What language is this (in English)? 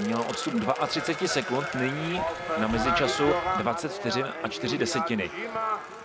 Czech